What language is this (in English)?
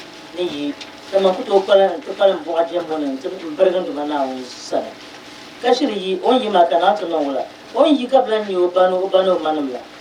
Dagbani